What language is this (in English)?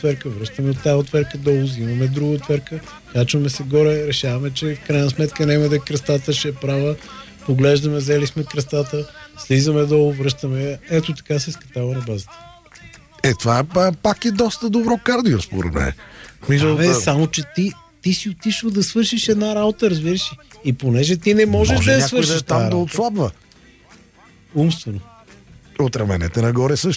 Bulgarian